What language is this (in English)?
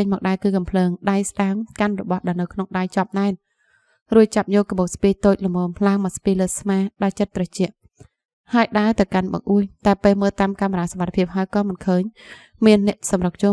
Khmer